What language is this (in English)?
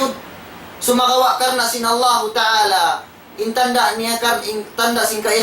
Tausug